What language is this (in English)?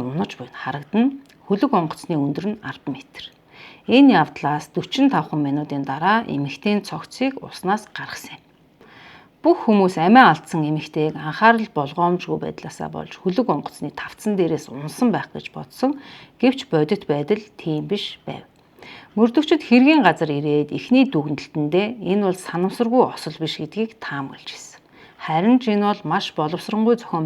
Mongolian